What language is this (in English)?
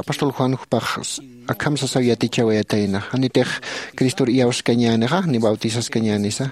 Aymara